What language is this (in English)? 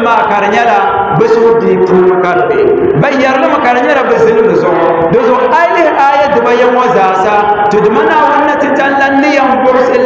Dagbani